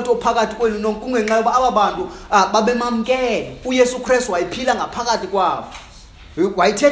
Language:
Xhosa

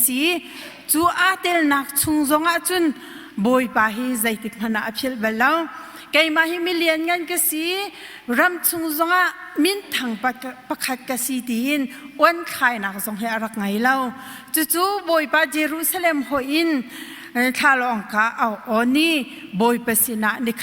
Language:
Hakha Chin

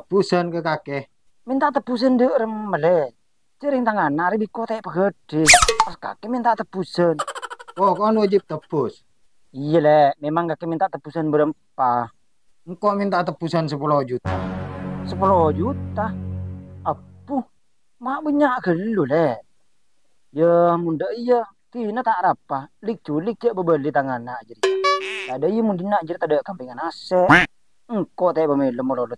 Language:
Madurese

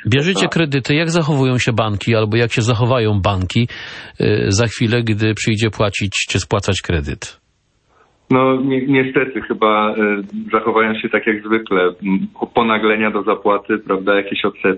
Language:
Polish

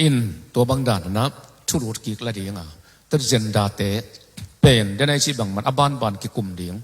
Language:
Tedim Chin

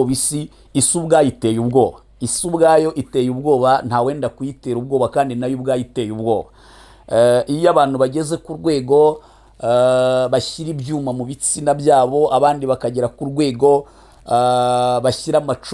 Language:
Kinyarwanda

